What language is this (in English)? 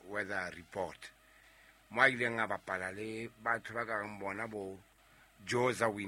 Southern Sotho